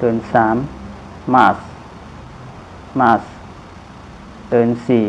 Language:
Shan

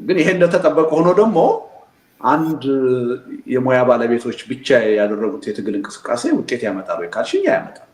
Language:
Amharic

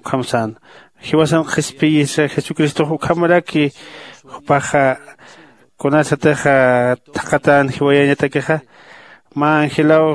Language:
Aymara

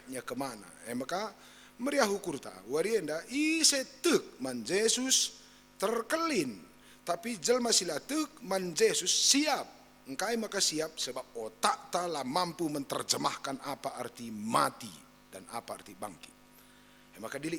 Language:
Batak Karo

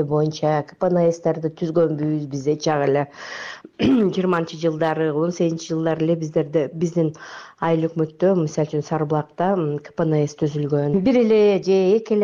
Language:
Kyrgyz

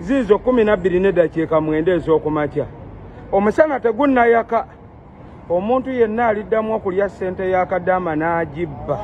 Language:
Ganda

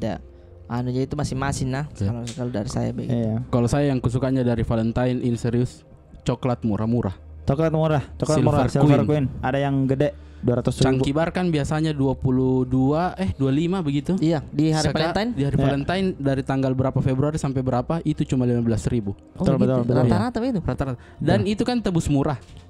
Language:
Makassar Malay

